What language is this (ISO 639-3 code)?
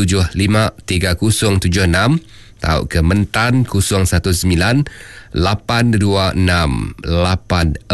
iba